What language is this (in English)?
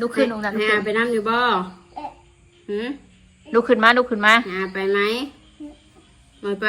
Northeastern Thai